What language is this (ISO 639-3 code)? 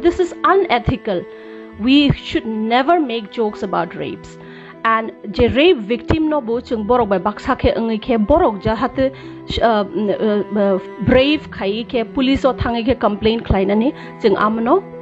trp